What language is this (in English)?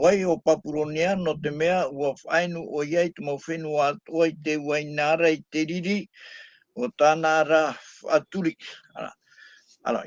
Tahitian